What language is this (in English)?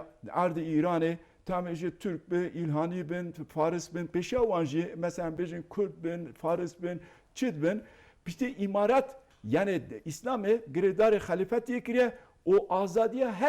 Kurdish